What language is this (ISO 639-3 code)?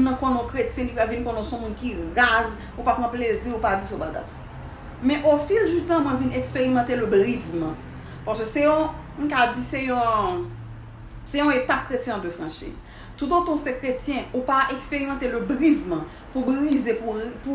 hat